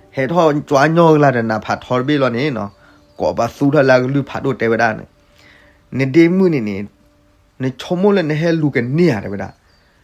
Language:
S'gaw Karen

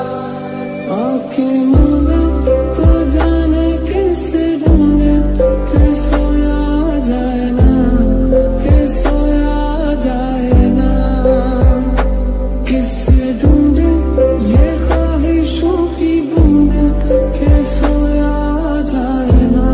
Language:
Hindi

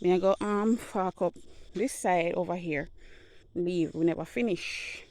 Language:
Jamaican Creole English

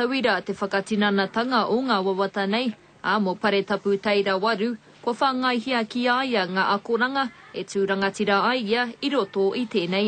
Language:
Māori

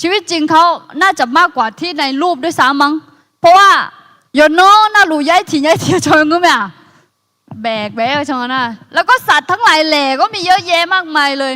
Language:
Akha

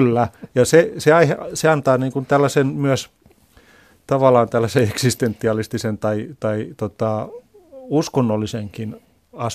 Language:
Finnish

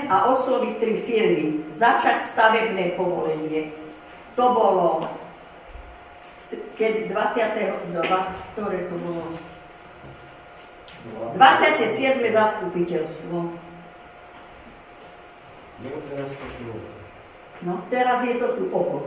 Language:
Slovak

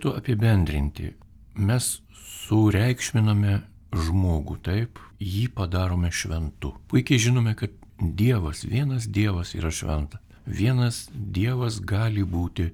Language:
Lithuanian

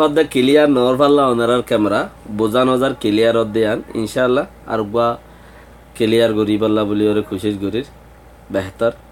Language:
Rohingya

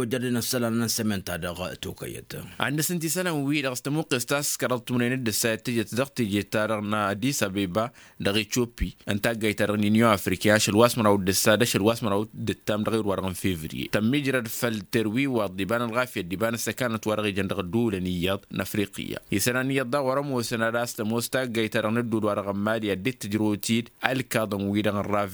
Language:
Tamasheq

